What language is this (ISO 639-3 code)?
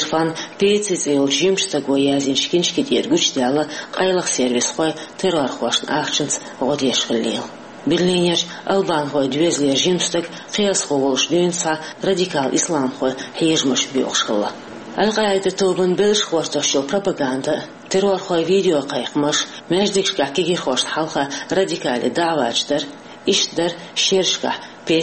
che